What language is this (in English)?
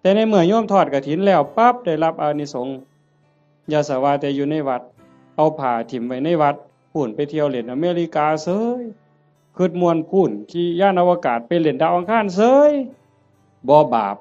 Northeastern Thai